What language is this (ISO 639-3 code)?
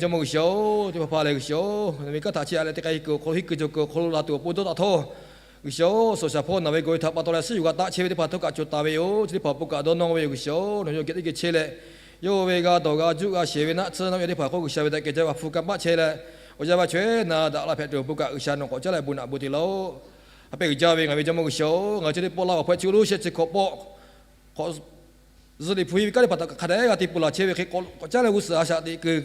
lhu